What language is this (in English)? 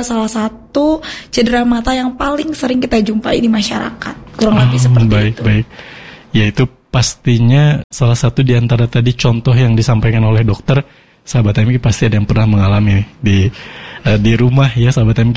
Indonesian